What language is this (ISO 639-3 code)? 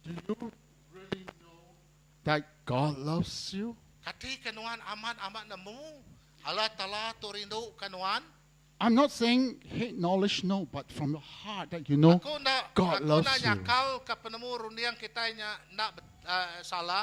iba